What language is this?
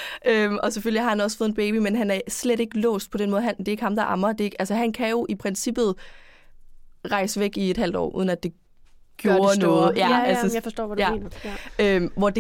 Danish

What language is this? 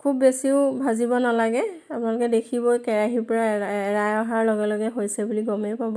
Assamese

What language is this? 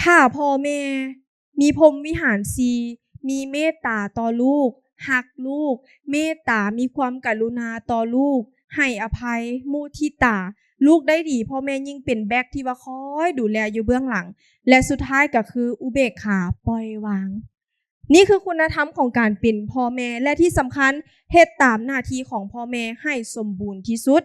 Lao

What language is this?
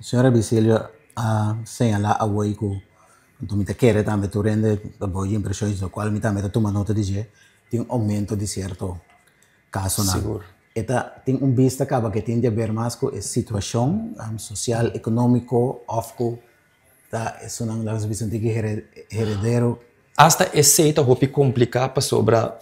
Papiamento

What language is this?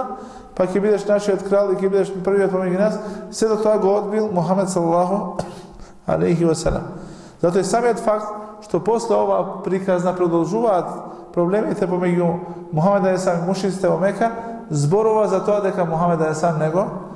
Macedonian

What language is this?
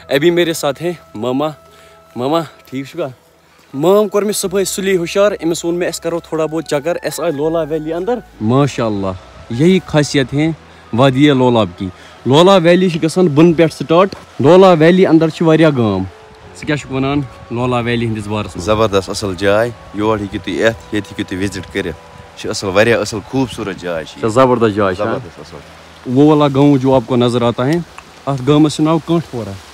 Kashmiri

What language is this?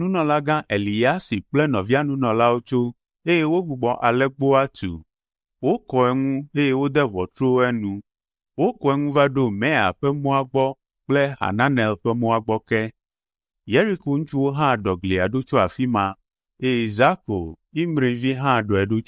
Ewe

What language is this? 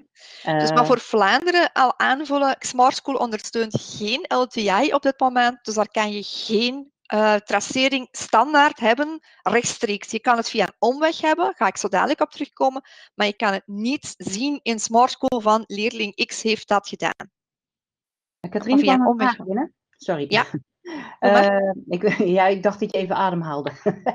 Dutch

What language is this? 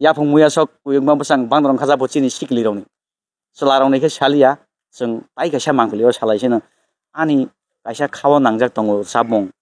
Kok Borok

